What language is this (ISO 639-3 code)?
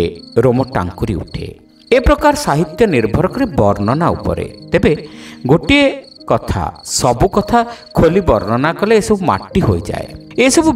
ori